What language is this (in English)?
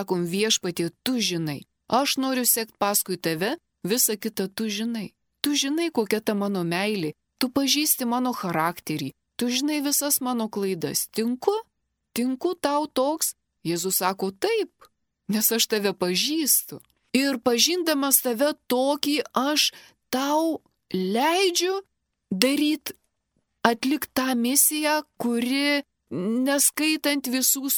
Lithuanian